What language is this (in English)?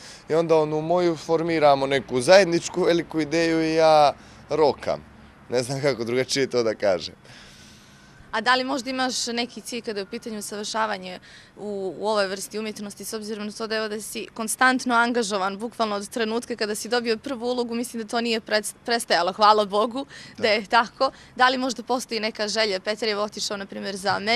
Bosnian